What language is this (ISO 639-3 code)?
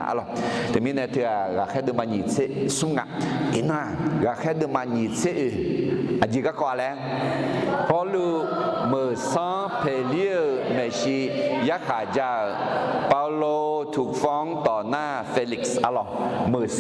ahk